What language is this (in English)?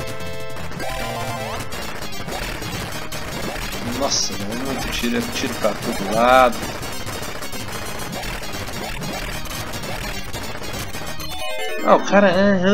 Portuguese